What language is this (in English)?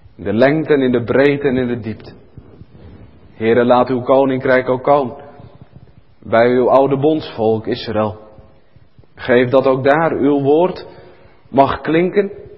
Dutch